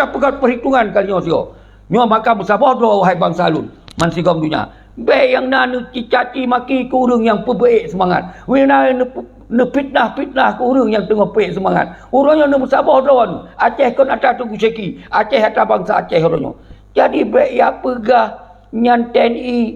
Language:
Achinese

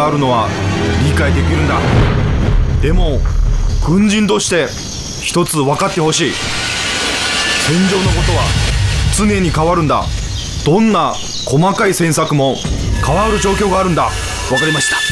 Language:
Japanese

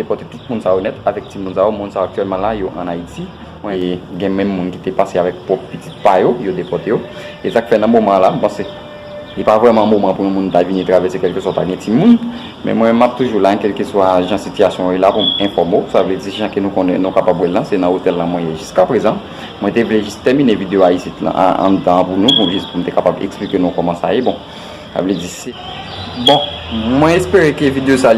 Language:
Haitian Creole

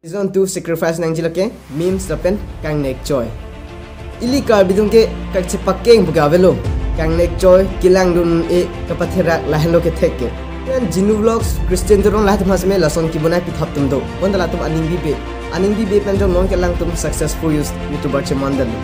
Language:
Karbi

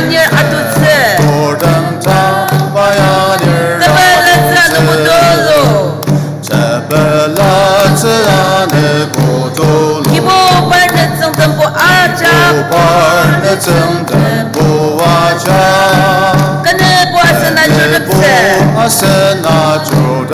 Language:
Ao Naga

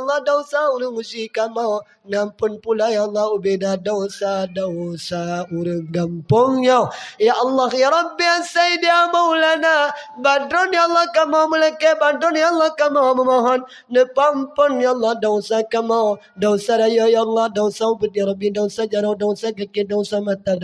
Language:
Achinese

